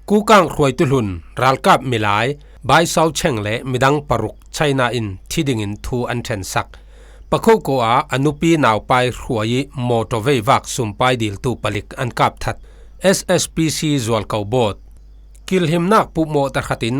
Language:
Falam Chin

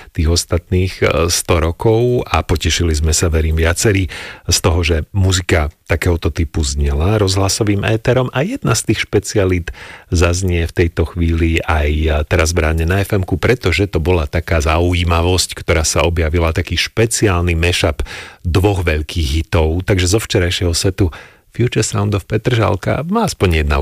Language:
Slovak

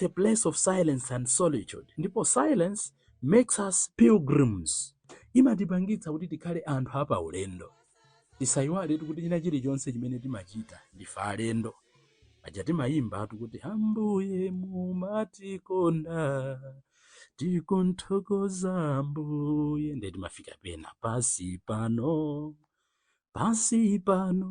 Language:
Nyanja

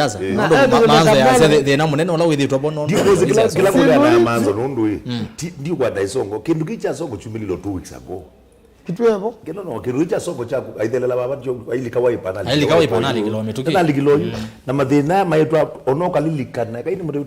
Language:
Kamba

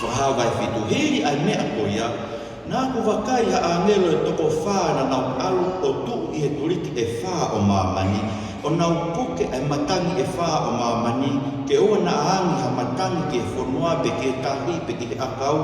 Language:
Tongan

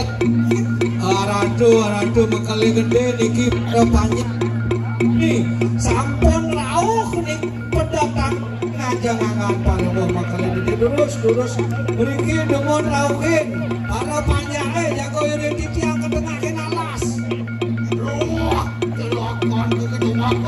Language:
Balinese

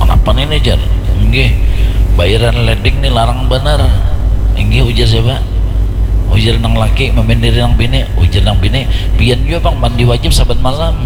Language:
Banjar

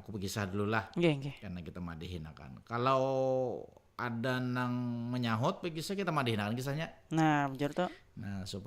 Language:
Banjar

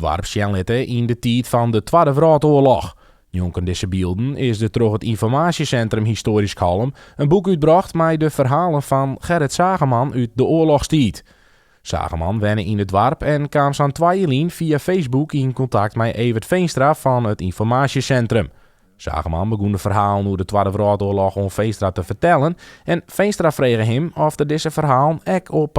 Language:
Western Frisian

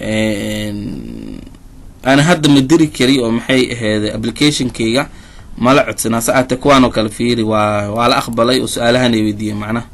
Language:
Somali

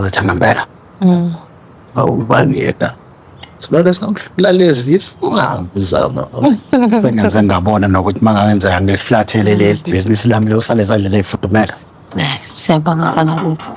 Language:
Zulu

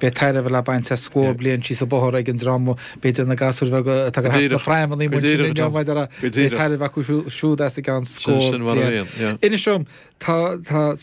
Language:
Irish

